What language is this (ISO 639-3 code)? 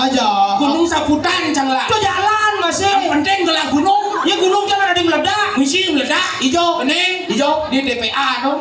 ban